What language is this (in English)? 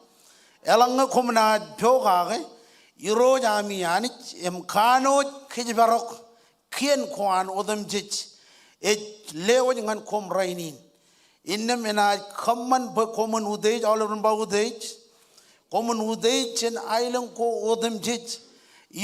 Marshallese